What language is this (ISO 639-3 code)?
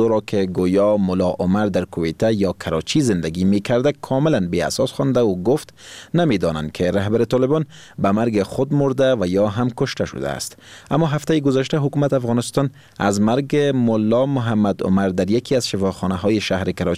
fas